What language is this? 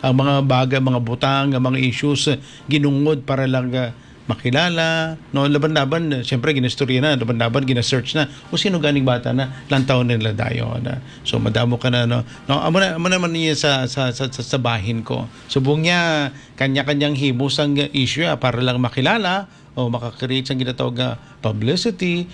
Hiligaynon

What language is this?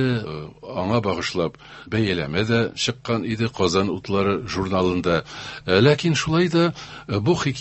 Tatar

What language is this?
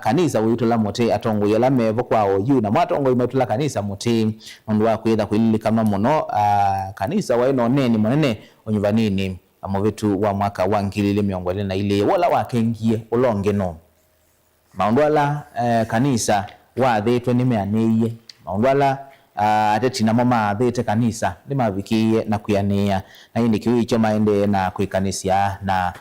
Kamba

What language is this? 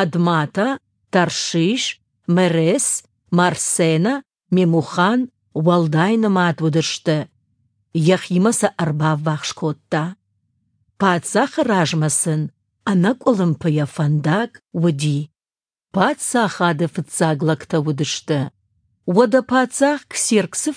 Ossetic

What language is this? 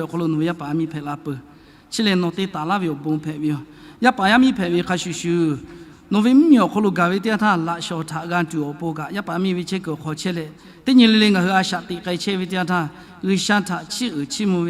Lahu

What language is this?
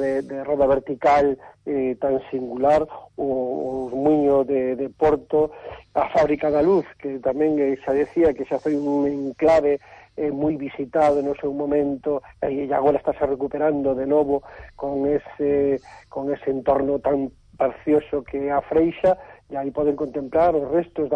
Galician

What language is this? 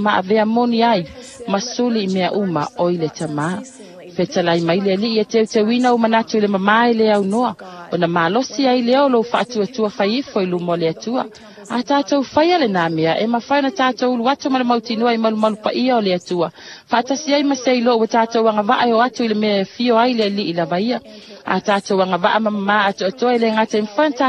Samoan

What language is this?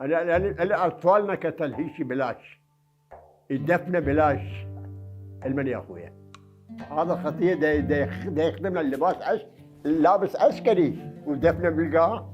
Mesopotamian Arabic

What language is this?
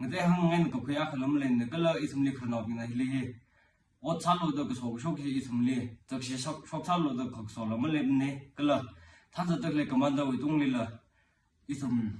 Tangkhul Naga (India)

